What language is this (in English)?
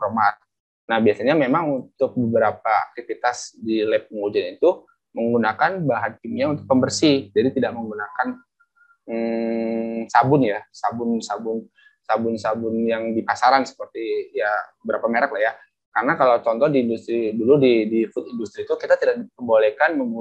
Indonesian